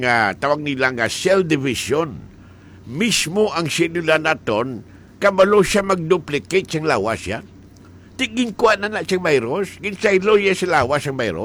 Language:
Hiligaynon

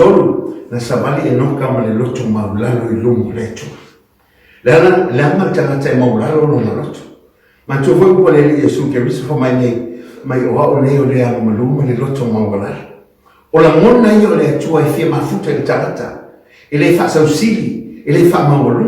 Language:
Samoan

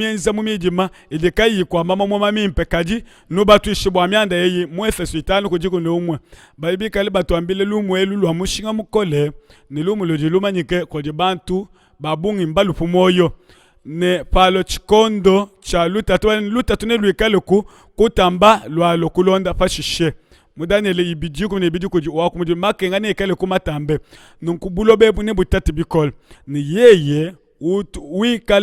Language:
Luba-Lulua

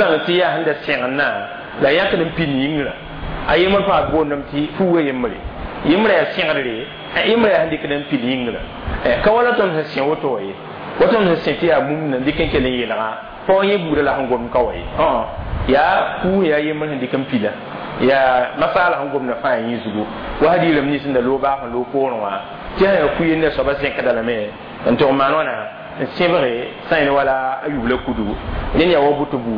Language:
Mossi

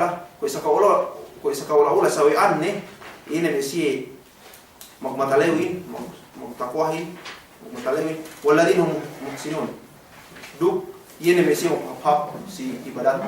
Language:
Yakan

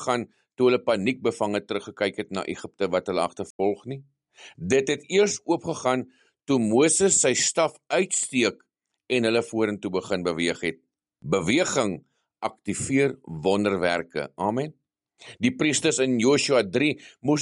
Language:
Afrikaans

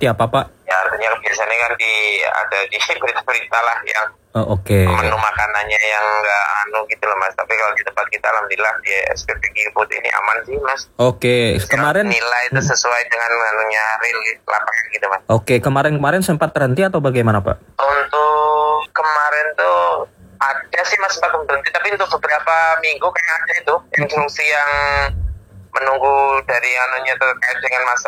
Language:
Indonesian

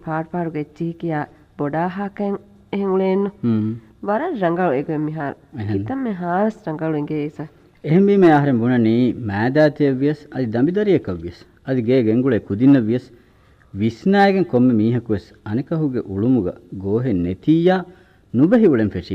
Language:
Divehi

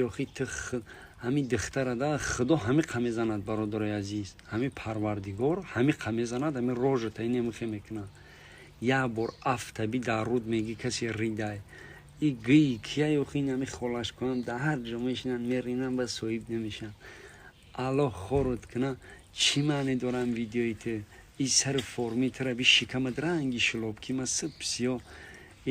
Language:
Tajik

